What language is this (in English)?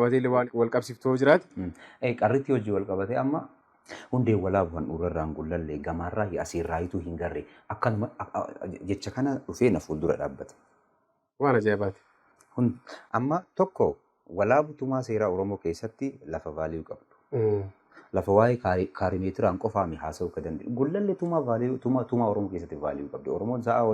Oromo